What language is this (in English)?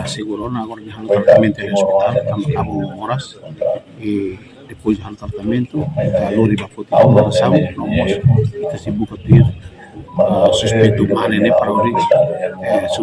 Tetum